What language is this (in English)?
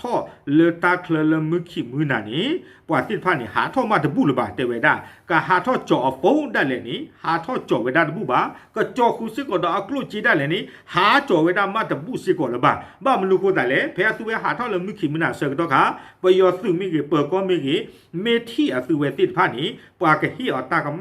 S'gaw Karen